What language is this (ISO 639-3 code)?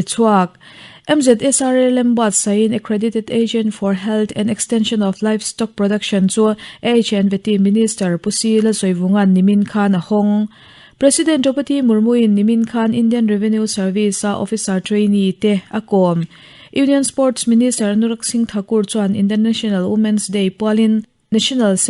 lus